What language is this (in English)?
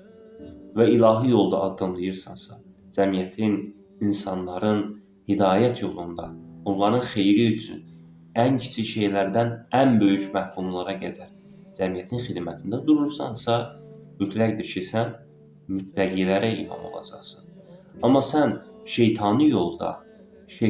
Azerbaijani